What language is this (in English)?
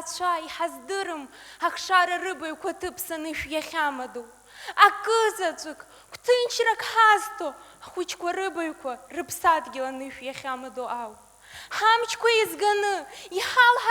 Abkhazian